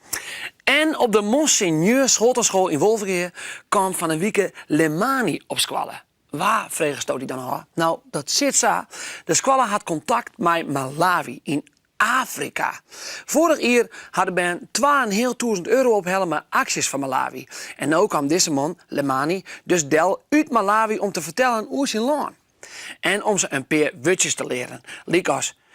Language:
Western Frisian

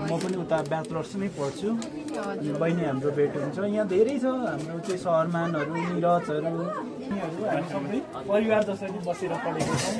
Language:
Nepali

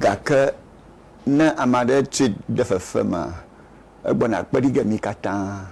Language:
Ewe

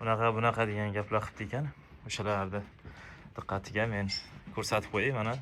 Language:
Uzbek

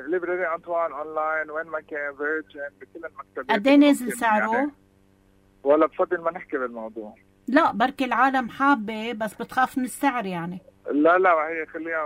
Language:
North Levantine Arabic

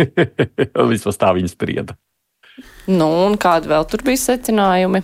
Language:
Latvian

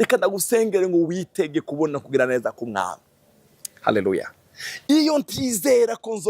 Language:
Rundi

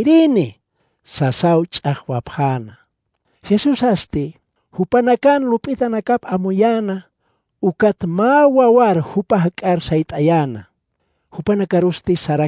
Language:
Aymara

